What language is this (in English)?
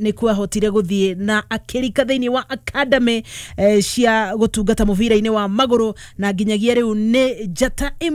Kikuyu